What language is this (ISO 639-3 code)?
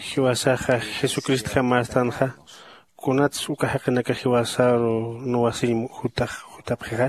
aym